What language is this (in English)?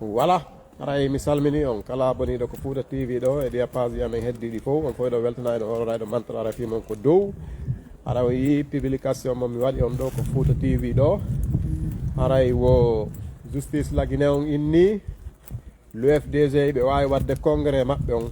Pular